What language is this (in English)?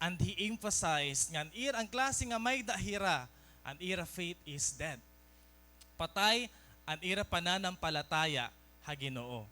Waray